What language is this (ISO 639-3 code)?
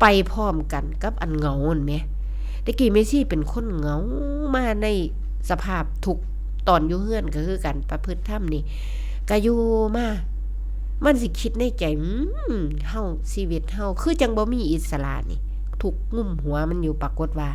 tts